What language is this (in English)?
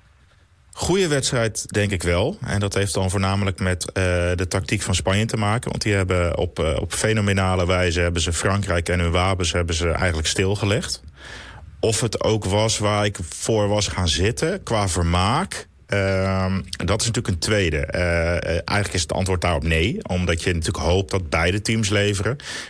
Dutch